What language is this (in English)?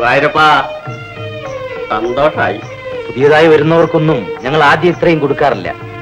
Malayalam